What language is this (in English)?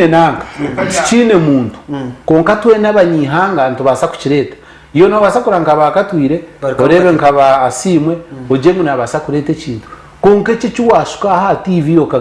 Nyankole